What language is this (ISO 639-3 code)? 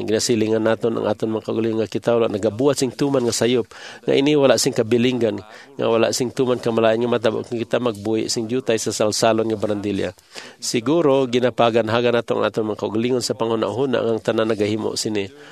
hil